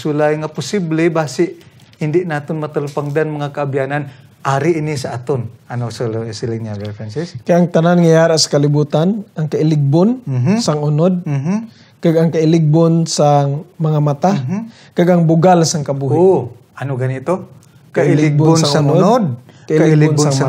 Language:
Hiligaynon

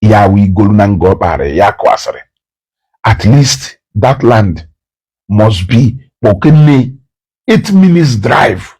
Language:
Igbo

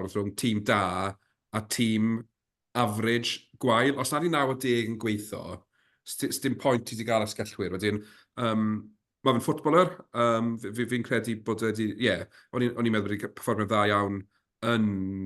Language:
Welsh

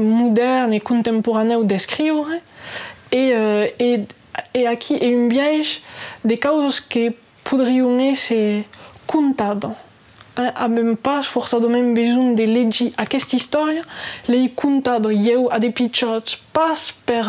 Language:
Occitan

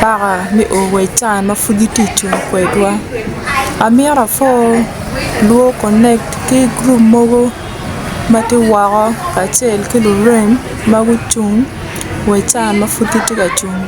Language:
Acoli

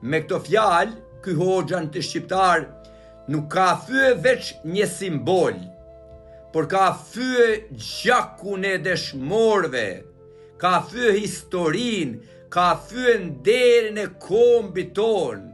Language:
Albanian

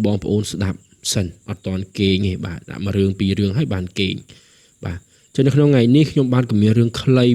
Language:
Khmer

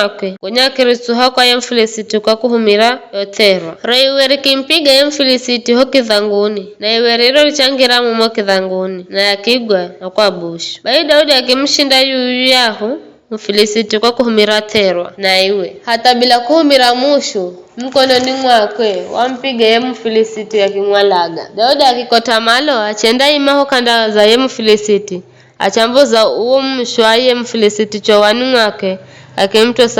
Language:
Giryama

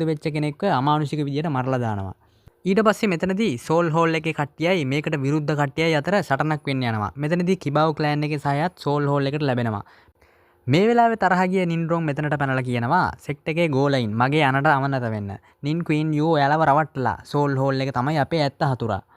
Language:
Sinhala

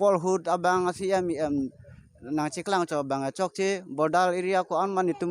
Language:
Karbi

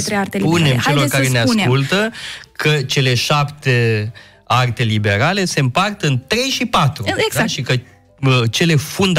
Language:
Romanian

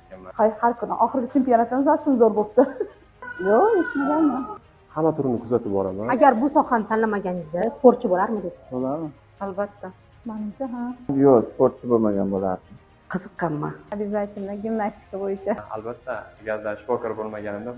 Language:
Uzbek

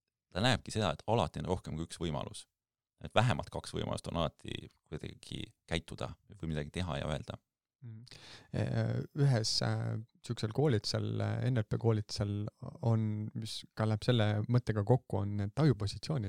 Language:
Estonian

